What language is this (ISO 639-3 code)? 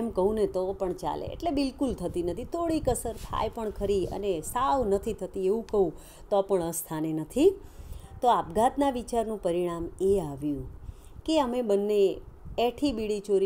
guj